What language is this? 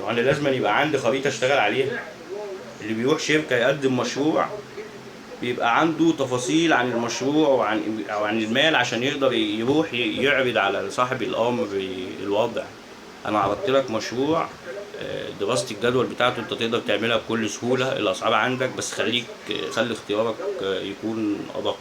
Egyptian Arabic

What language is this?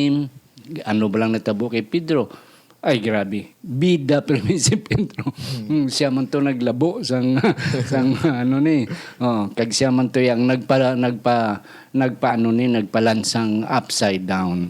Hiligaynon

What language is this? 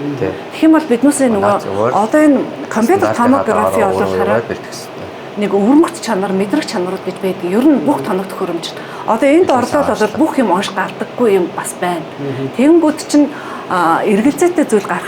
Mongolian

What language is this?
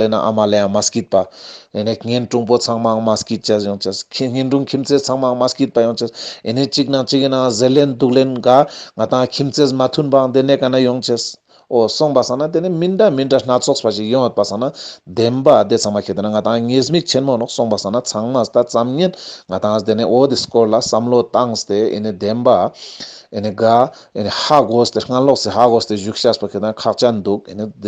Ladakhi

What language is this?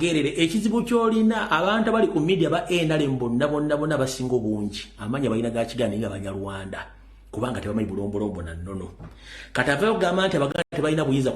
Ganda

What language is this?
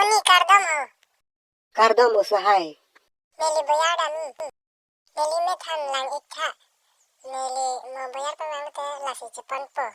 Karbi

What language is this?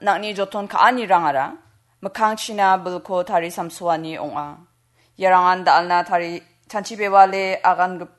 Garo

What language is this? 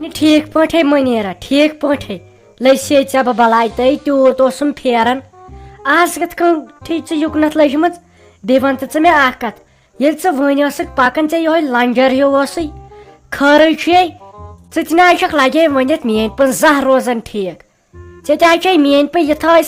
Kashmiri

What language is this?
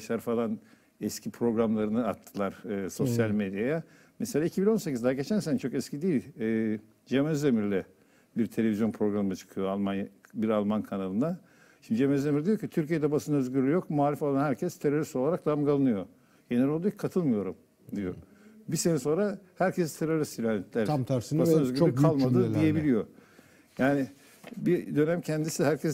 Turkish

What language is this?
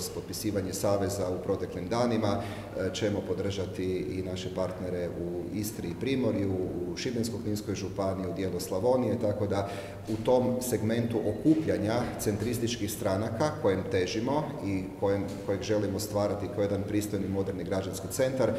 Croatian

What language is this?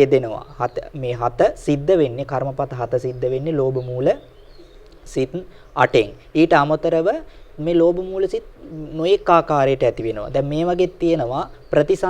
Sinhala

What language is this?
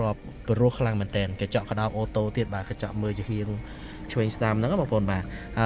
Khmer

